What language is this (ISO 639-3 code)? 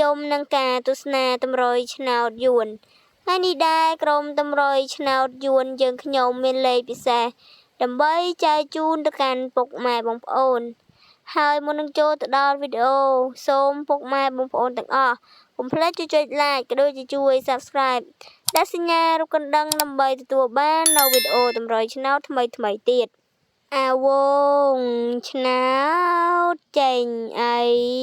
khm